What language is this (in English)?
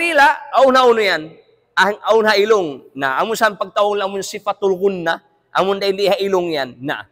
Tausug